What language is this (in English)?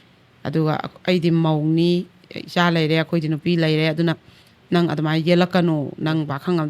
Manipuri